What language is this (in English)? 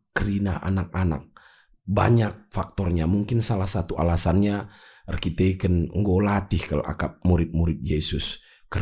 Batak Karo